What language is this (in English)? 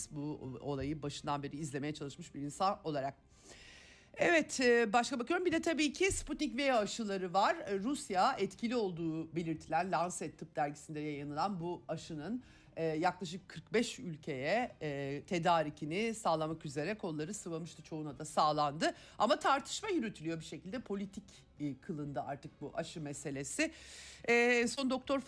Turkish